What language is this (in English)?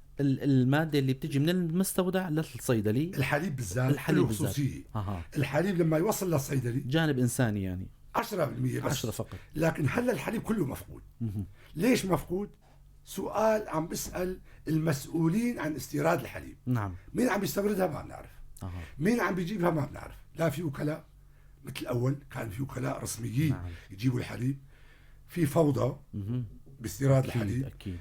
North Levantine Arabic